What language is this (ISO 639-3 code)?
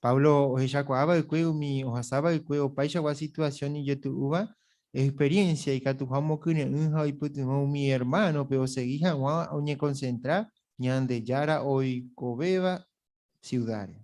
grn